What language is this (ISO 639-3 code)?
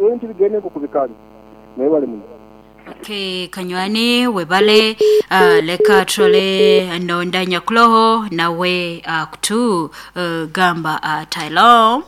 nyo